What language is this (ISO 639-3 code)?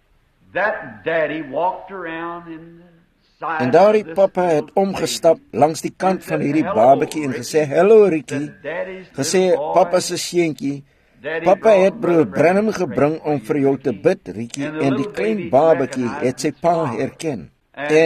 afr